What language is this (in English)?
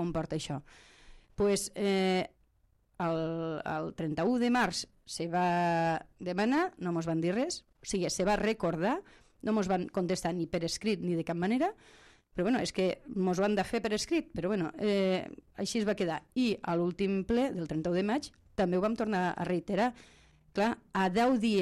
Catalan